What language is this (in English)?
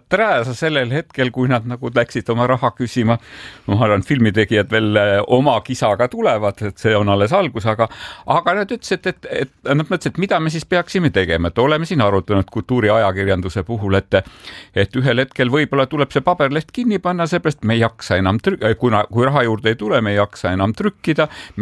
Estonian